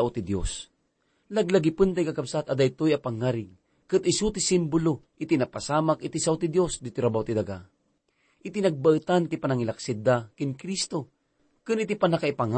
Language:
Iloko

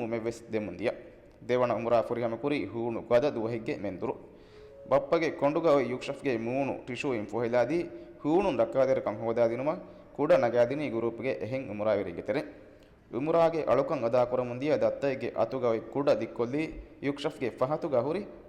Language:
Divehi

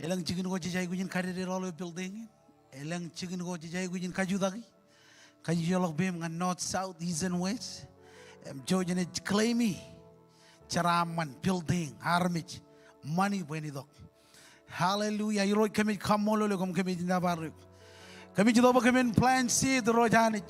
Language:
Marshallese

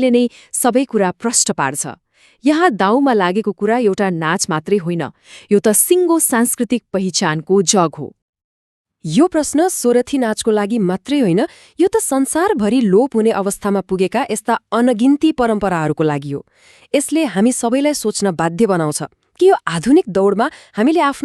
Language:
Nepali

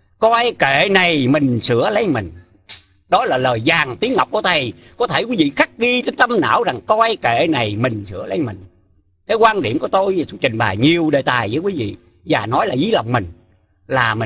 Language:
Vietnamese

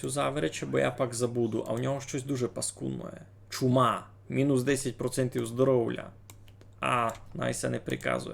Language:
Rusyn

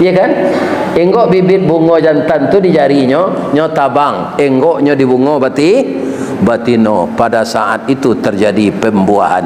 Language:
Minangkabau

